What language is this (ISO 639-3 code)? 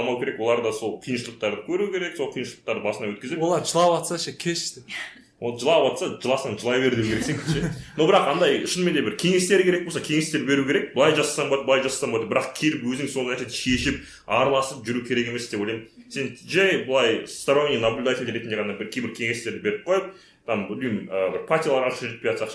kaz